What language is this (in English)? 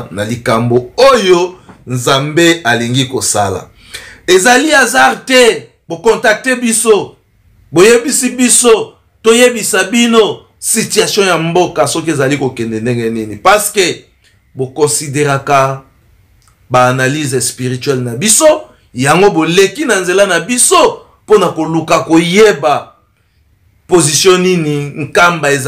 Lingala